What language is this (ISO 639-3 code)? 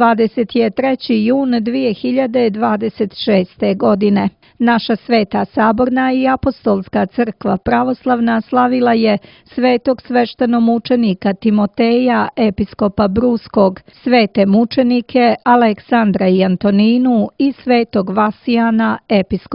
srp